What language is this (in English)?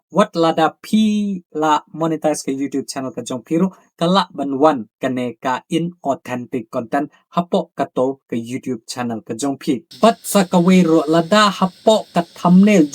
Khasi